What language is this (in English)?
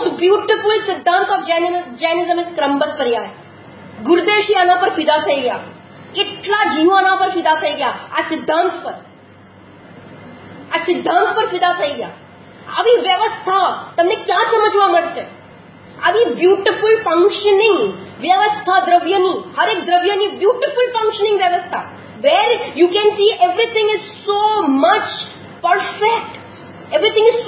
Gujarati